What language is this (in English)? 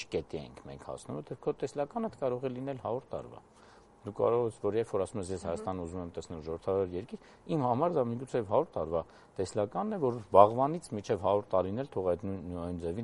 Armenian